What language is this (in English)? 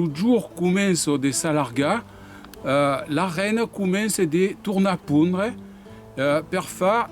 Occitan